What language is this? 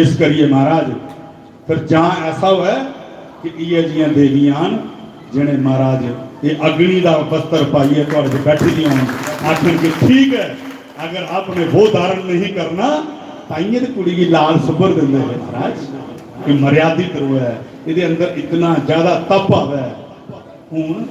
Dogri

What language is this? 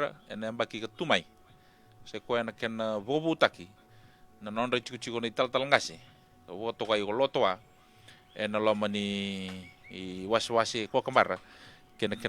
Fijian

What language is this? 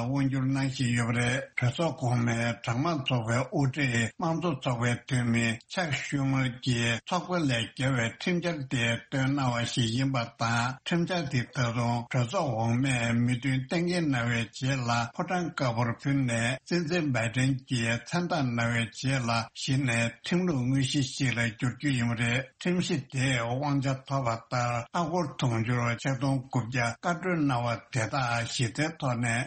Tibetan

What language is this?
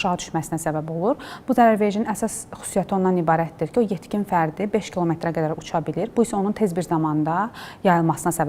Azerbaijani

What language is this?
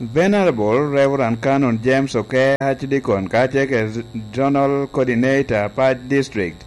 Lango (Uganda)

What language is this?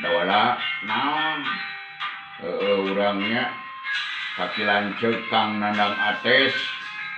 Sundanese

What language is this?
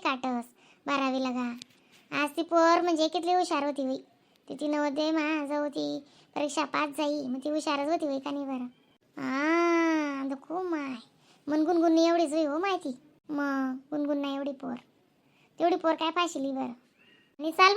Khandesi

